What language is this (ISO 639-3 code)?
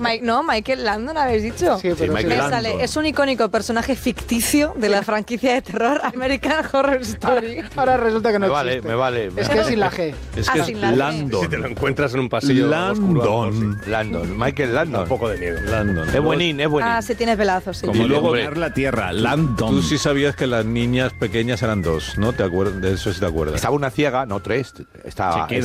spa